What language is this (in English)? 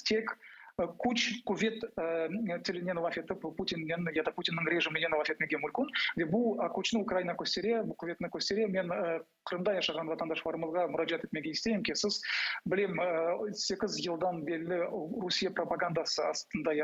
Crimean Tatar